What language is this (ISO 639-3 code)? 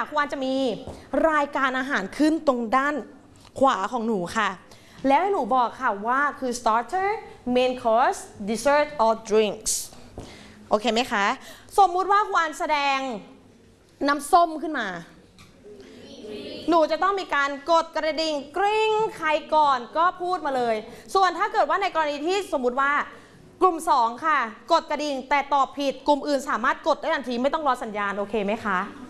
tha